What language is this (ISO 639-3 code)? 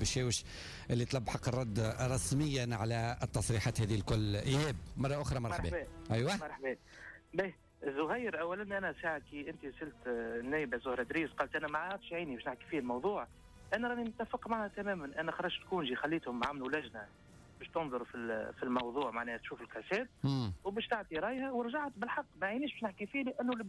aeb